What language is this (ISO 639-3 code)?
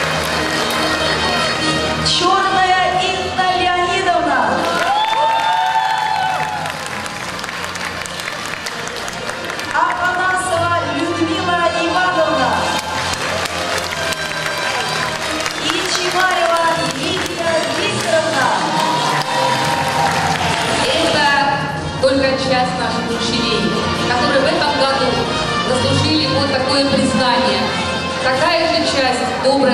rus